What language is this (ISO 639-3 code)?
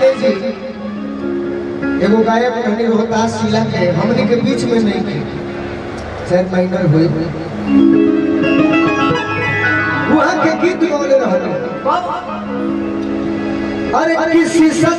bho